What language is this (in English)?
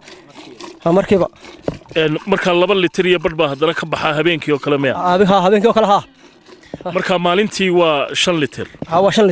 Somali